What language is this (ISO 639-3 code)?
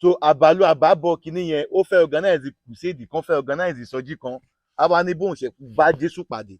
yor